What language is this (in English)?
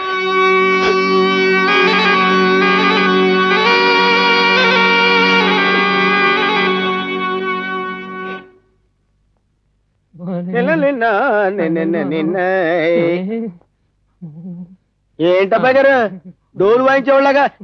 Telugu